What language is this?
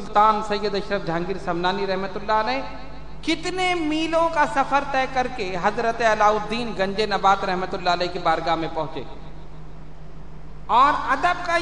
Urdu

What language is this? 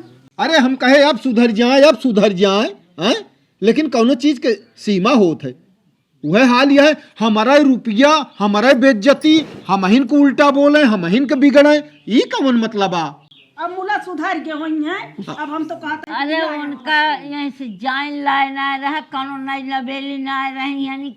Awadhi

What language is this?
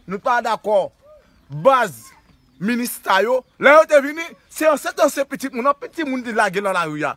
Haitian Creole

